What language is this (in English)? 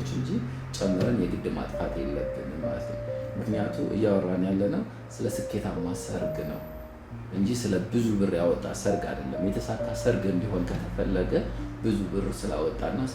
Amharic